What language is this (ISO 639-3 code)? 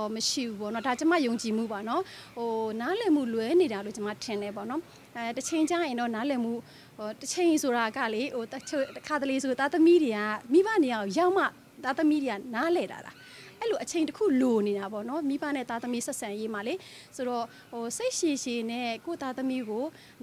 mya